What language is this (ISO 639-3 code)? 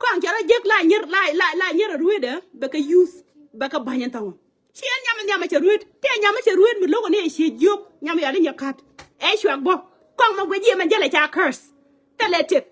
nus